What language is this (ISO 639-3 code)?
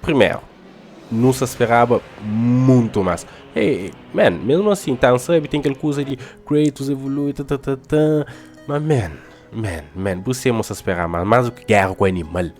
kea